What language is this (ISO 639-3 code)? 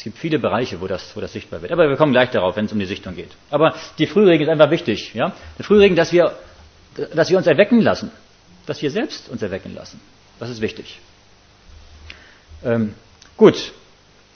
deu